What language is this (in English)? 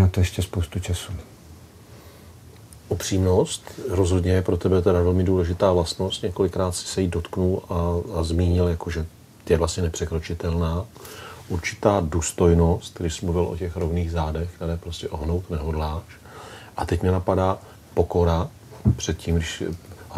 Czech